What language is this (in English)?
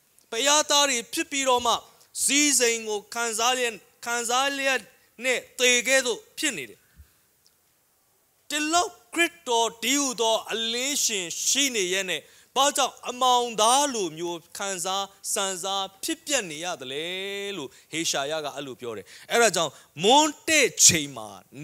Burmese